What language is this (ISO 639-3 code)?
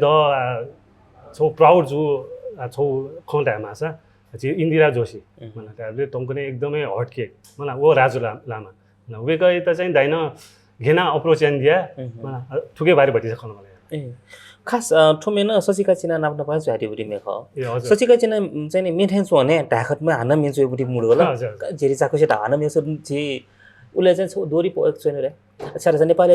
new